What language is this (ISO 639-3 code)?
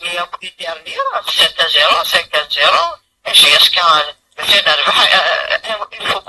kab